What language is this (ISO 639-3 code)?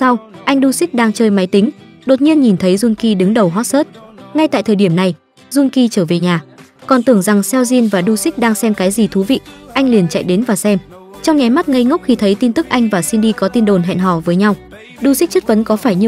vie